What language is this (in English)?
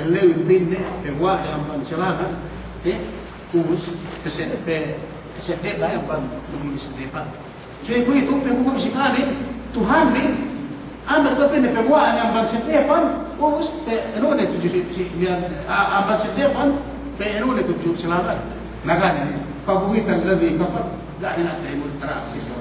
Yakan